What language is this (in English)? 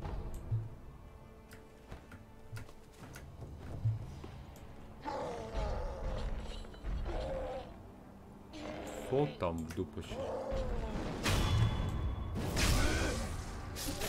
Polish